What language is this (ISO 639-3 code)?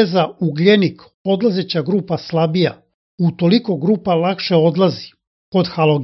srp